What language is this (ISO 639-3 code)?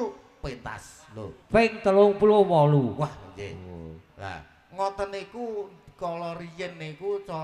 jav